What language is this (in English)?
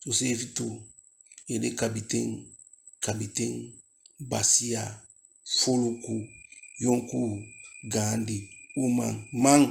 Eastern Maroon Creole